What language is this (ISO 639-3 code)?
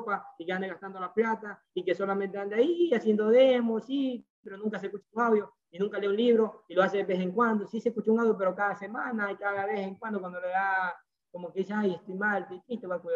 spa